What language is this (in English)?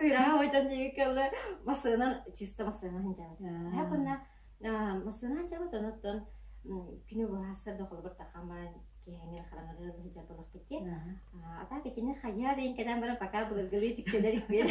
Yakut